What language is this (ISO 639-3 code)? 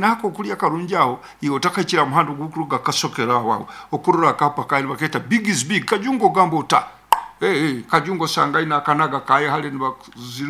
nyo